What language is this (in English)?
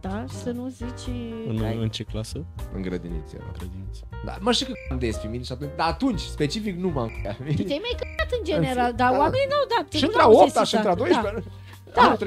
Romanian